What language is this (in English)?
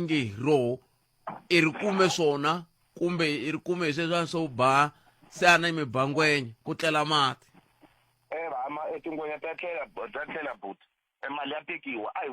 Tsonga